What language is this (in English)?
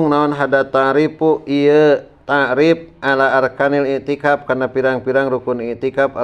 Sundanese